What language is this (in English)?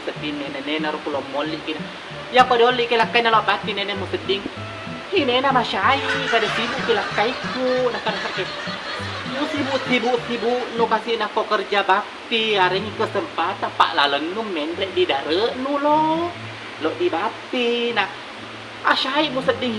Buginese